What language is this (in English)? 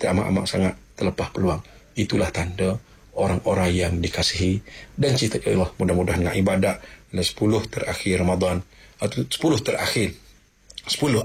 Malay